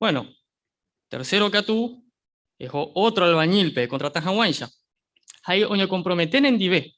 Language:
Guarani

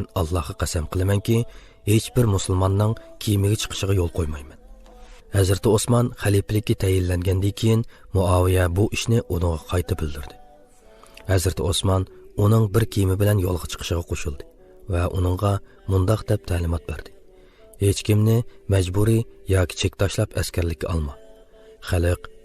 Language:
Uyghur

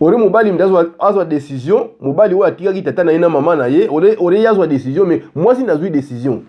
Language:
Lingala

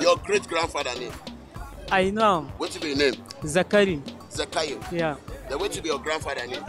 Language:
Nigerian Pidgin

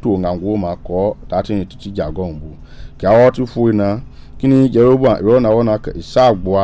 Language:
Mende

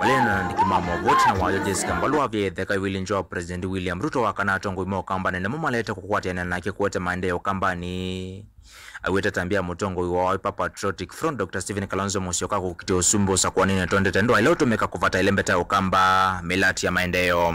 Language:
Kamba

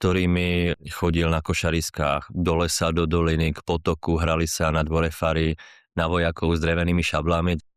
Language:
Slovak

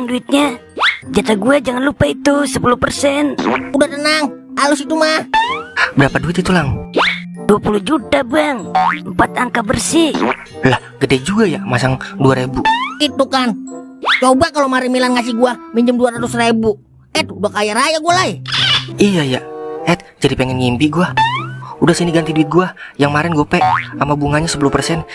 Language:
Betawi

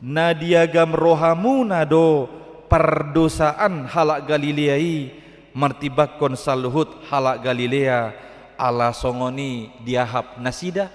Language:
Batak Toba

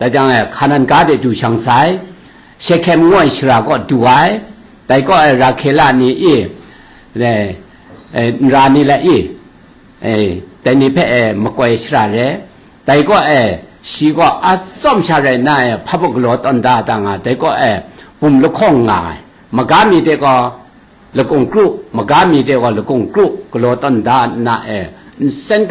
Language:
Kachin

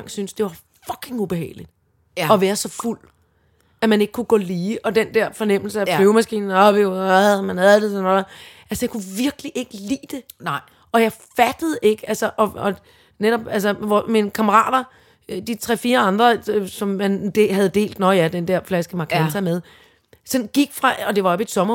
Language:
Danish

